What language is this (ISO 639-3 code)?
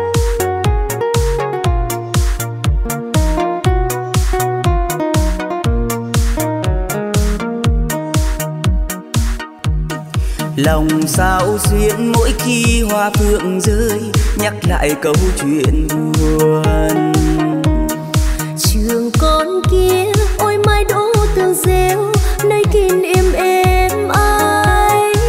vie